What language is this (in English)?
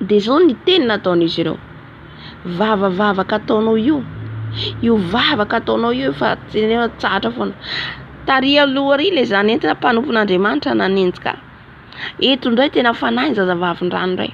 Malagasy